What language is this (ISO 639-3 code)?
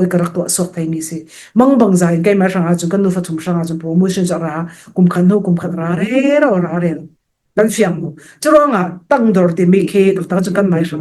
cfm